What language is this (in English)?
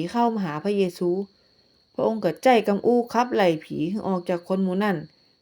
Northern Thai